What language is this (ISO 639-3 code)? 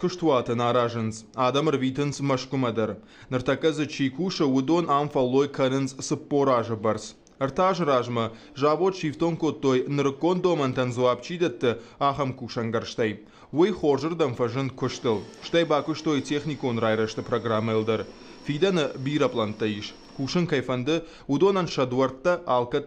oss